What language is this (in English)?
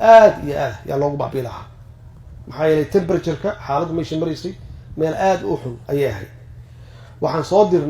Somali